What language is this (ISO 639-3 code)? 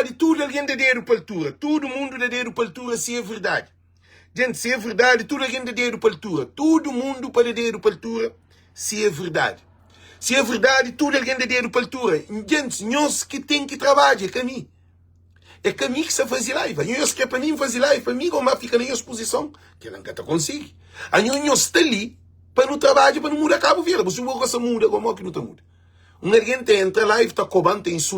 kea